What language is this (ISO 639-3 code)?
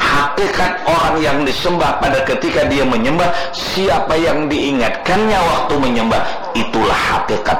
bjn